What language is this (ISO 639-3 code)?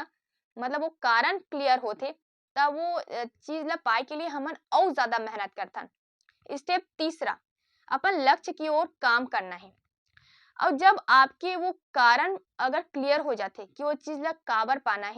hne